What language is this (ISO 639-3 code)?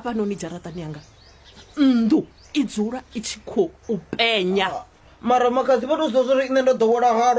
ven